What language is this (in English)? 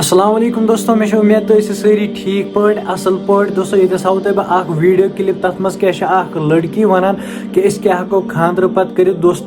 Kashmiri